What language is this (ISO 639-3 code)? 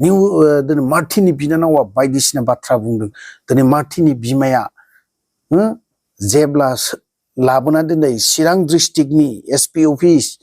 brx